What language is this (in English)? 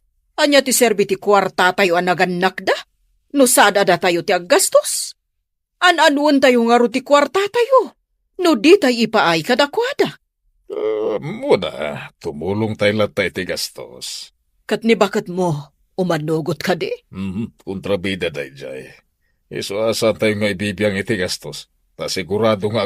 Iloko